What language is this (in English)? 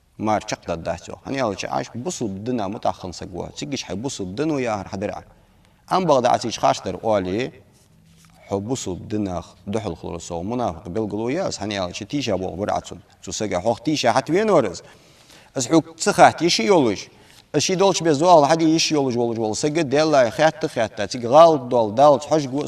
Ingush